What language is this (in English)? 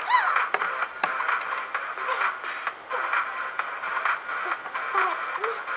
Portuguese